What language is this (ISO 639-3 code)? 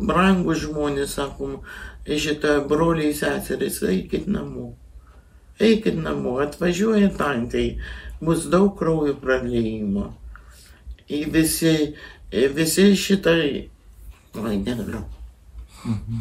lit